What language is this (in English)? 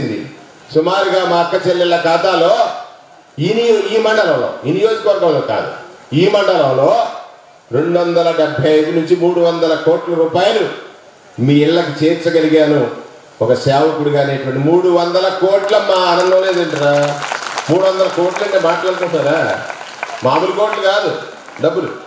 Telugu